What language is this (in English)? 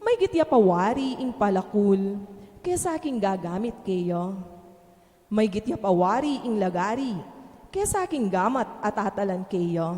Pampanga